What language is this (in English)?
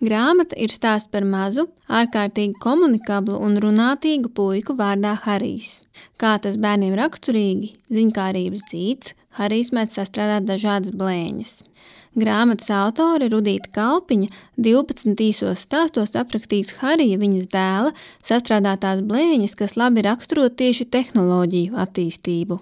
Latvian